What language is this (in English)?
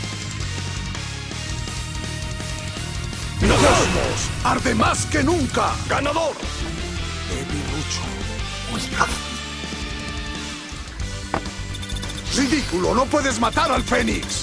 Spanish